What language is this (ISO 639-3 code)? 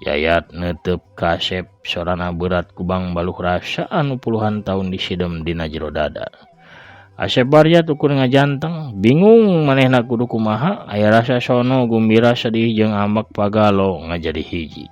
sun